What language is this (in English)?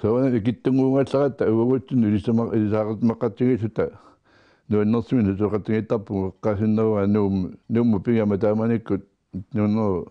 Kalaallisut